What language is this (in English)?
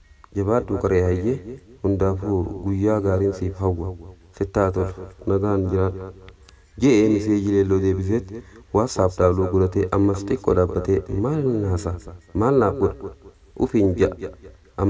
Oromo